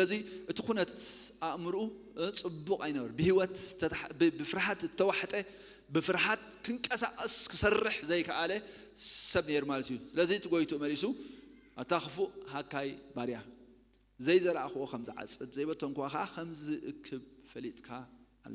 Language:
Tigrinya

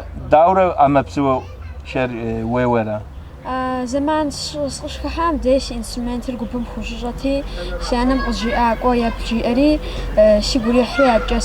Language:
Kabardian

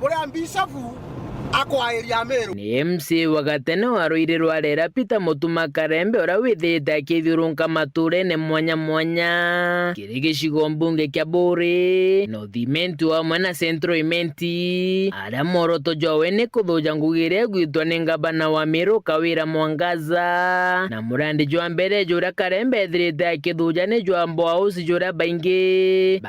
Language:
Meru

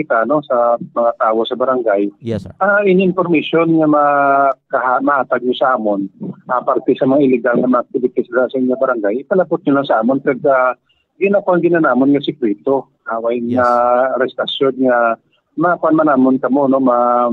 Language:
Hiligaynon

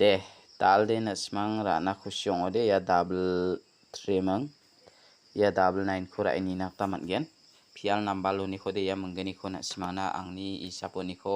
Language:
Garo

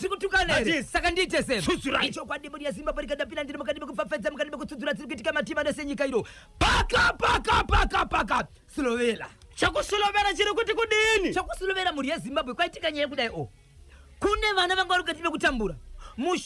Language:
Shona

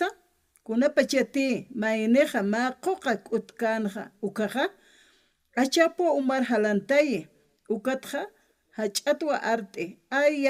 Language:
Aymara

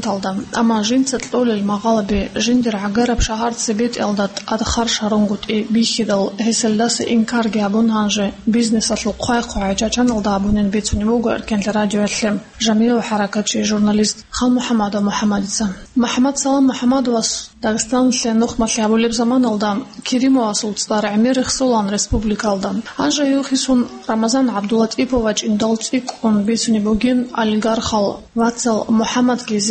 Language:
Avaric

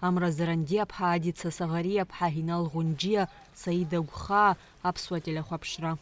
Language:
Abkhazian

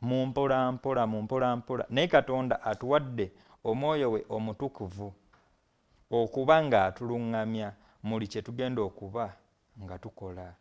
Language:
Ganda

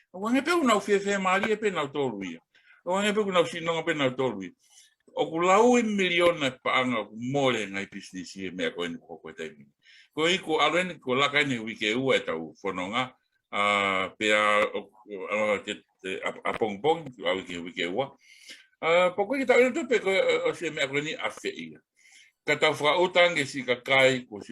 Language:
Tongan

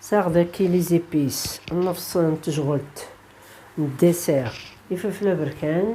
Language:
Kabyle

